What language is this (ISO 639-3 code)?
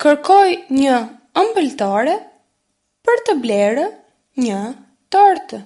sqi